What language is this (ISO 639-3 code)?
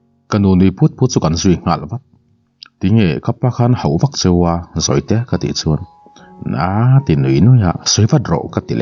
lus